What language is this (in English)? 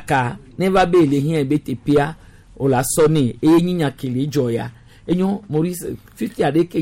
Gen